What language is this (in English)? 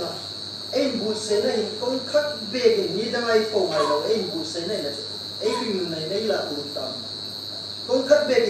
Hmar